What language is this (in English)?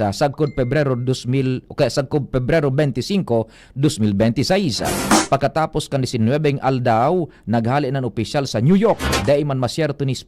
Bikol